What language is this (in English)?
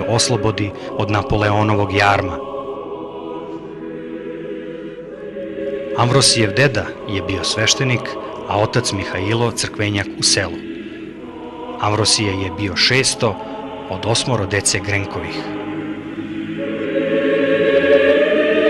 Serbian